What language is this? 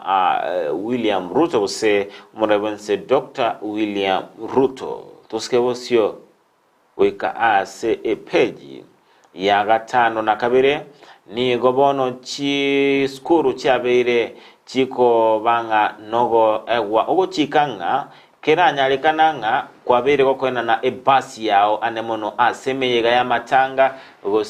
Gusii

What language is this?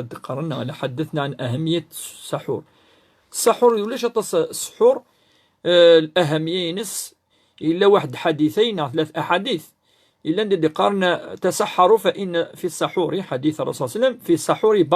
Kabyle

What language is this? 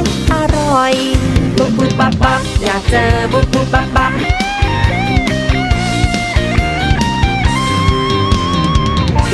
Thai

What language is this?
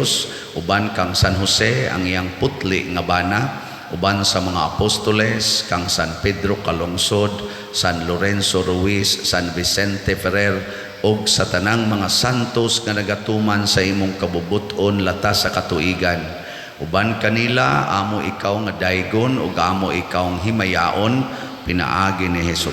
Cebuano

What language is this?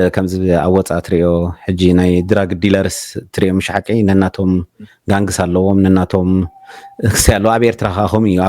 Tigrinya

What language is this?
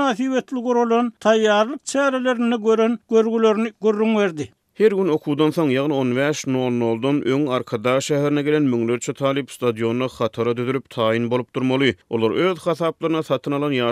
Turkmen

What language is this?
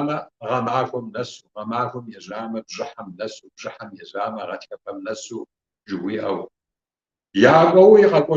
Kabardian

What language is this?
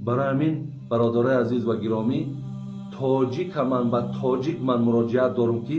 Tajik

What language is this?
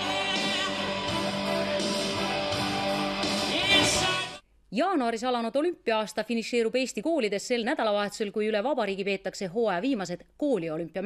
Estonian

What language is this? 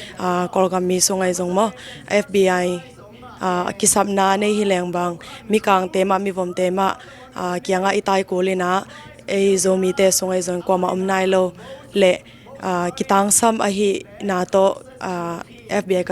Tedim Chin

